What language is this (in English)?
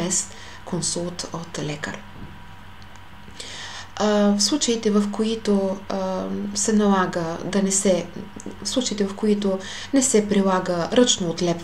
Bulgarian